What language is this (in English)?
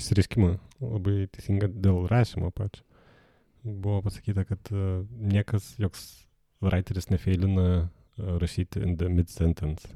Lithuanian